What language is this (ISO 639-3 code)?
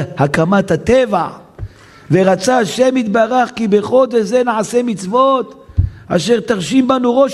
heb